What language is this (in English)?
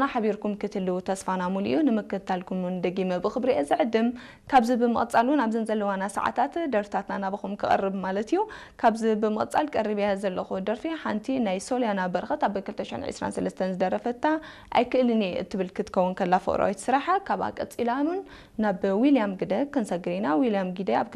Tigrinya